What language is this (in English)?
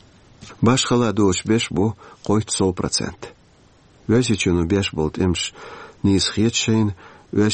Chechen